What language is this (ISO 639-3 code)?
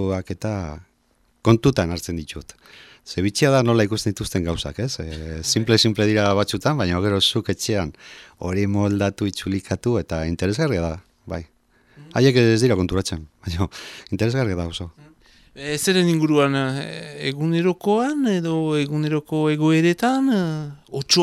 eus